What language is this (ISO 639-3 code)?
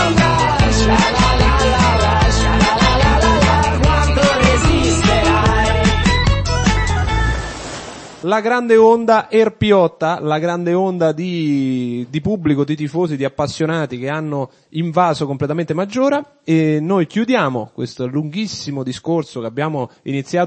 ita